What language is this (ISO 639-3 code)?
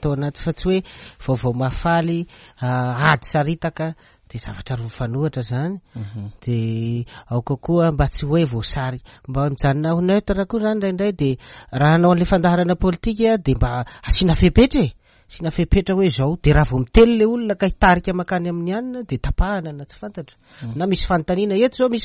mlg